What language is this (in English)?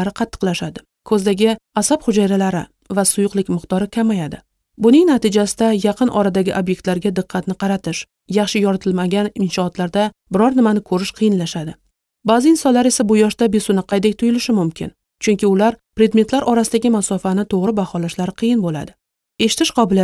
Uzbek